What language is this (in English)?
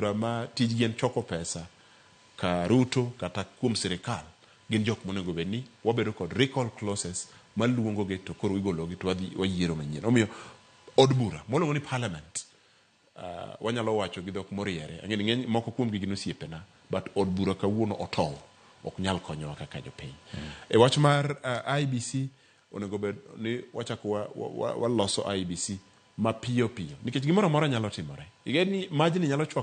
Luo (Kenya and Tanzania)